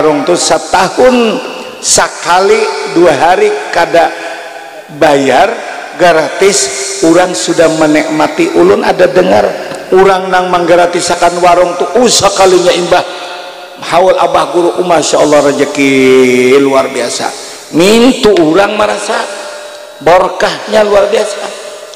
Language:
Banjar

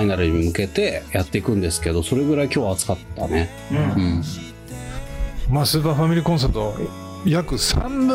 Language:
Japanese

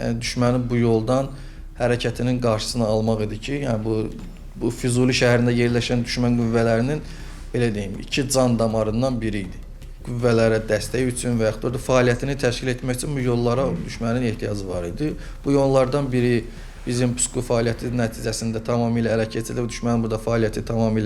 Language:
Azerbaijani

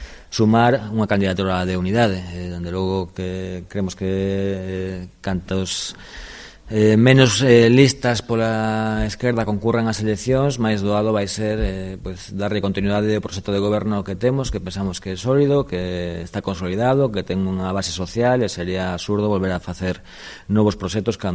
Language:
Galician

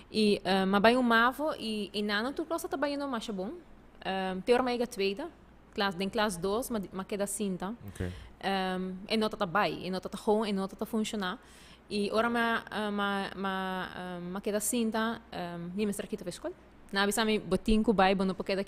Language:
Papiamento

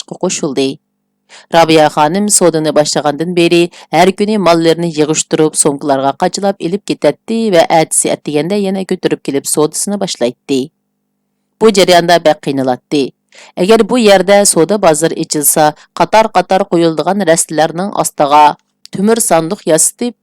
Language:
Uyghur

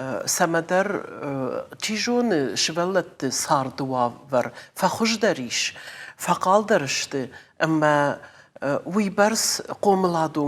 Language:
Ossetic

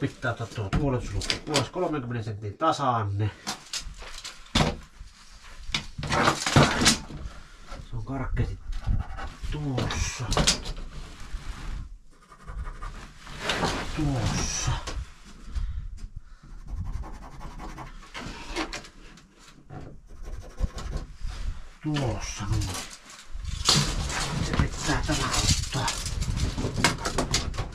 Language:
Finnish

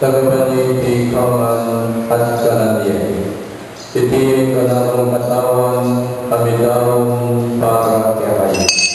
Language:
Pampanga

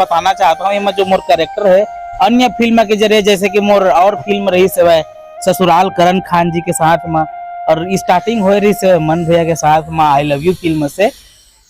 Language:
Chhattisgarhi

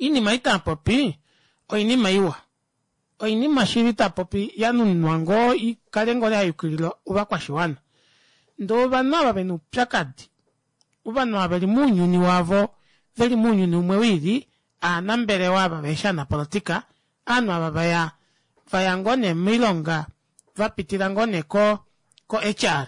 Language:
Kuanyama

